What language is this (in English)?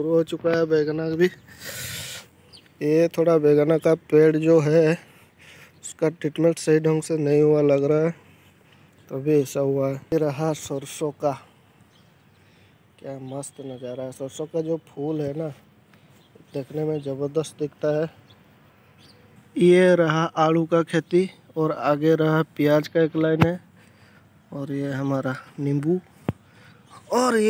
Hindi